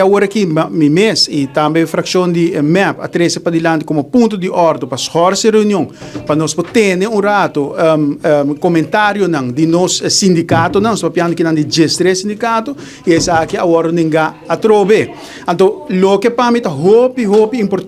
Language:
Papiamento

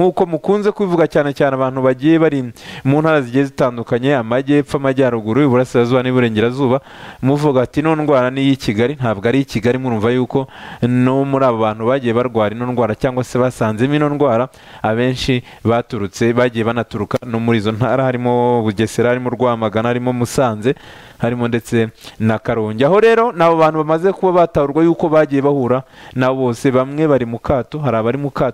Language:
Kinyarwanda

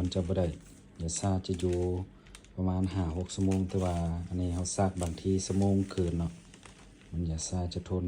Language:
Lao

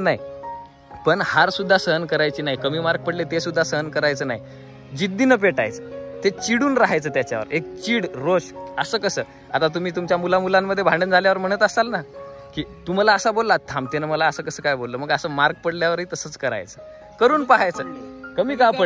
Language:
Marathi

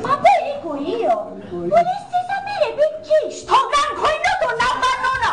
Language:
Sicilian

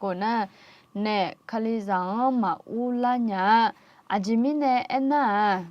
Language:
Akha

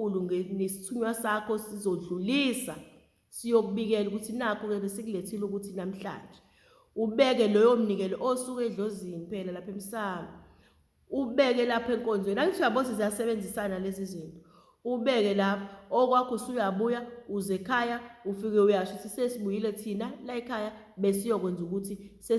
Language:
Zulu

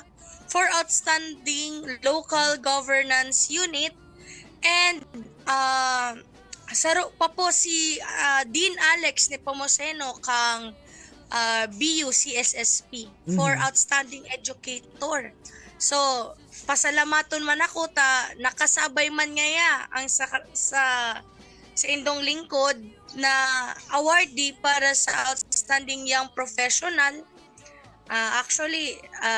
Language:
Bikol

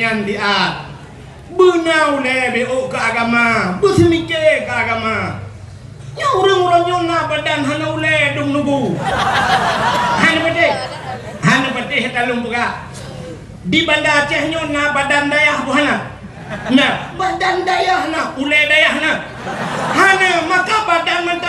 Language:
Achinese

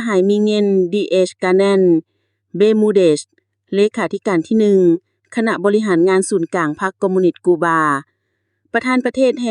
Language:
Lao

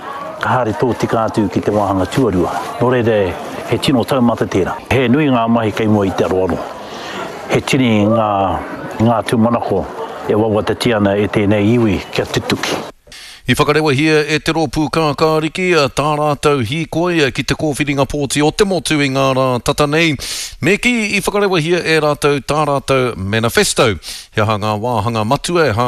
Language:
Māori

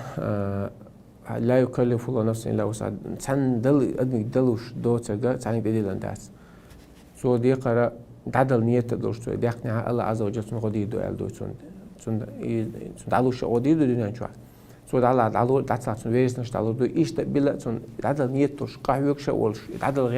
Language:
Chechen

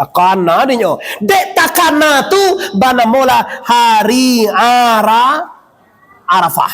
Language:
Minangkabau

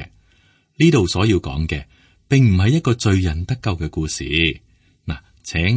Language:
Cantonese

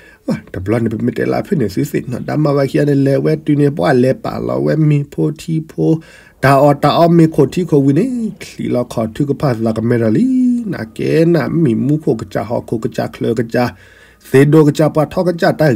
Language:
S'gaw Karen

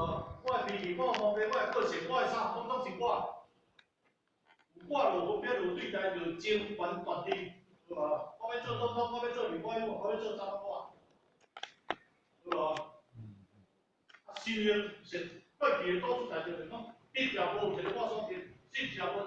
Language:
Min Nan Chinese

